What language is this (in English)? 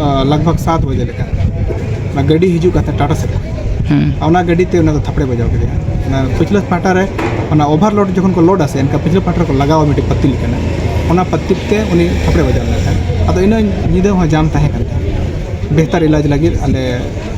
Santali